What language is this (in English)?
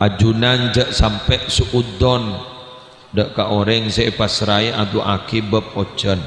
Madurese